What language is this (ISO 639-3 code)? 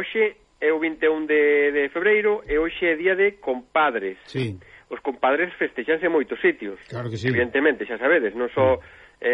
glg